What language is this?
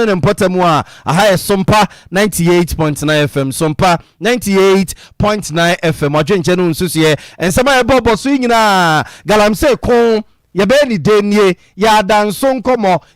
Akan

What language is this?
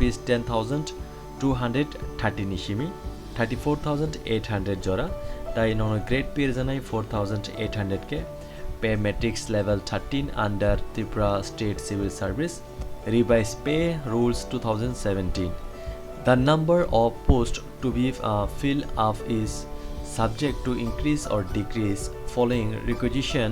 Kok Borok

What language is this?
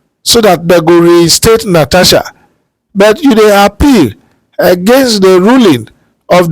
Nigerian Pidgin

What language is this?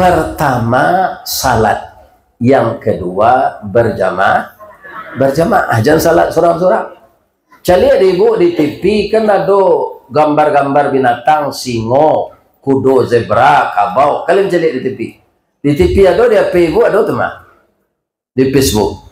Minangkabau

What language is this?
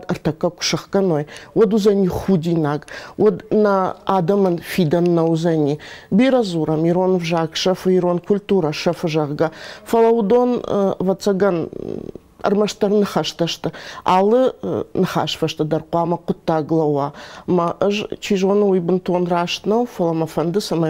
Ossetic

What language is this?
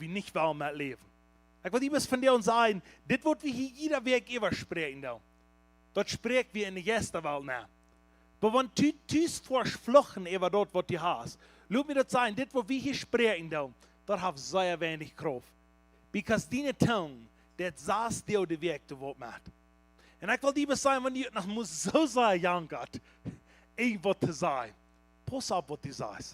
Plautdietsch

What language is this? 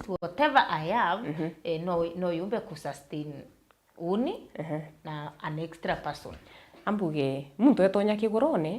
Meru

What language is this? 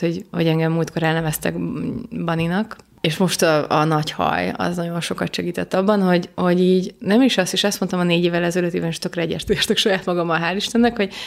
Hungarian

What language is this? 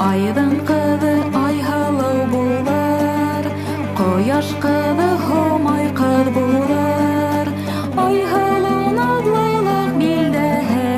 Bashkir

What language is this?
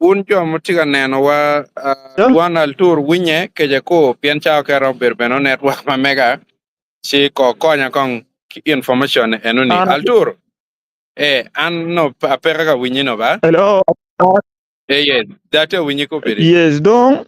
Acoli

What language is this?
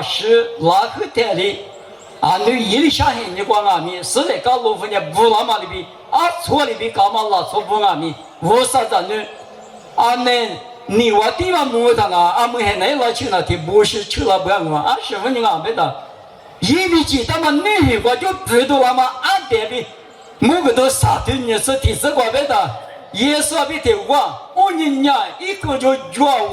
Lisu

